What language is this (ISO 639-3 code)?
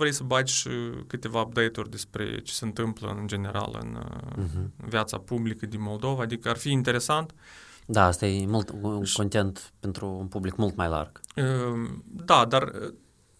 ron